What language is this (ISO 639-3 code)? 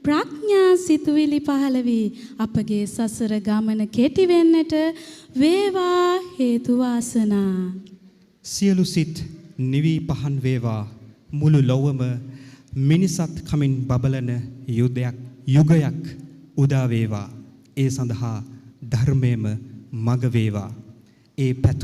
sin